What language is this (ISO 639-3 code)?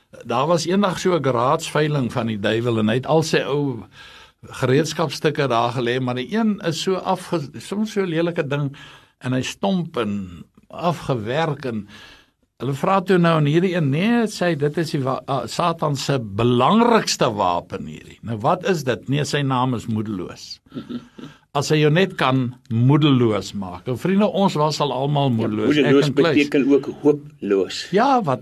afr